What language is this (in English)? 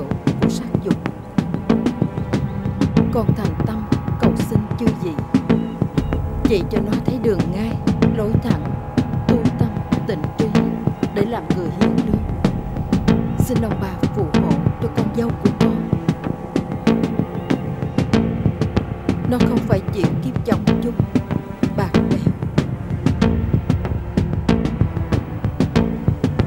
Vietnamese